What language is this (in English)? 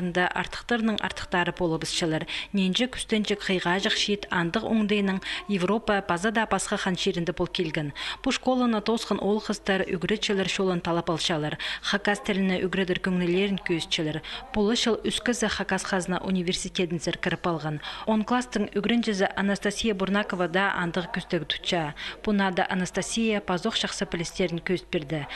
Khakas